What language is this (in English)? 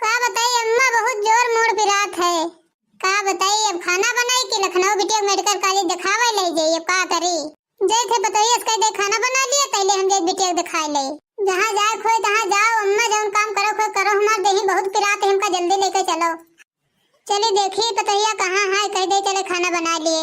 Awadhi